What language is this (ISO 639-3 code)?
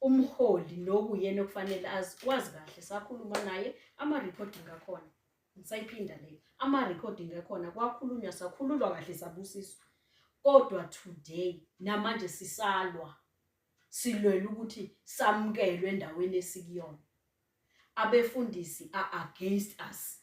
zul